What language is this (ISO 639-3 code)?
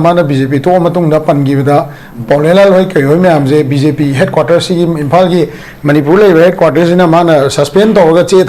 mni